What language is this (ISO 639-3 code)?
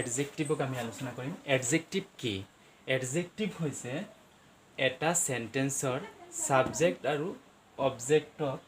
asm